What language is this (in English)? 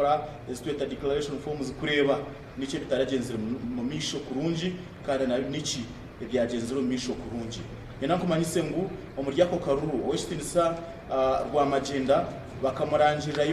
Nyankole